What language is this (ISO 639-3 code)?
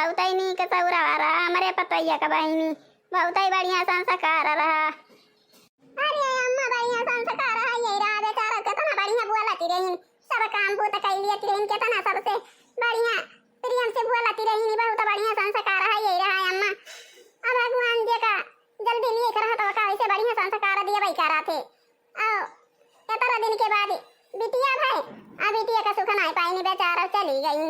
awa